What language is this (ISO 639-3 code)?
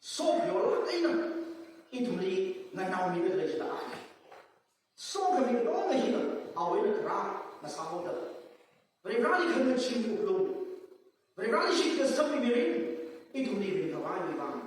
nmf